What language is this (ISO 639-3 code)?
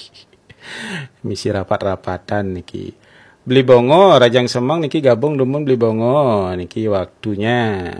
ban